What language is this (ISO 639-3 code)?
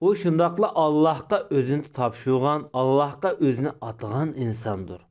uig